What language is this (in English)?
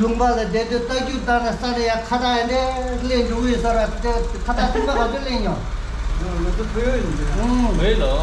Tibetan